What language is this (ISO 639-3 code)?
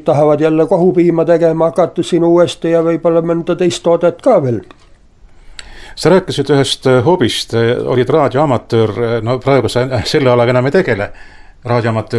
est